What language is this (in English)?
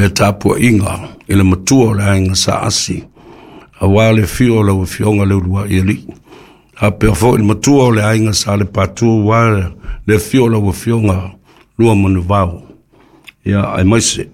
Samoan